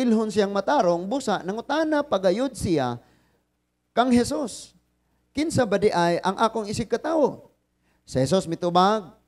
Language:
Cebuano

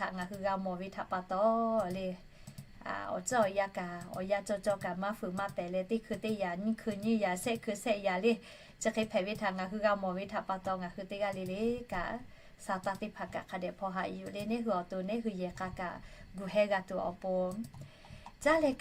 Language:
Lahu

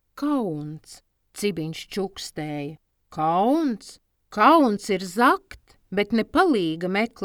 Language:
Latvian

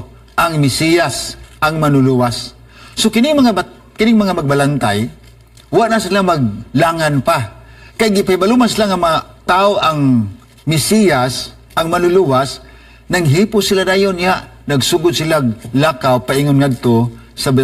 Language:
Cebuano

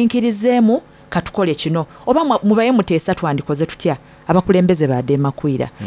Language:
Soga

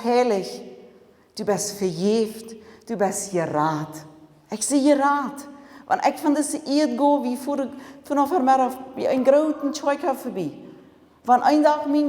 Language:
Plautdietsch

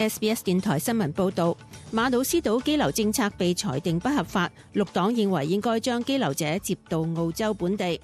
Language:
Cantonese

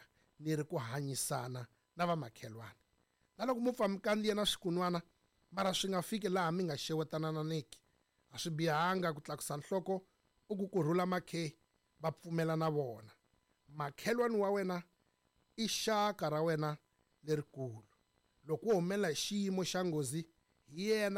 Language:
Tsonga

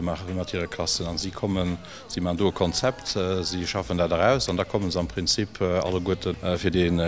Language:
Luxembourgish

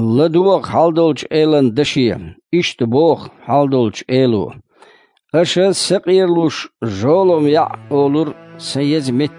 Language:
Chechen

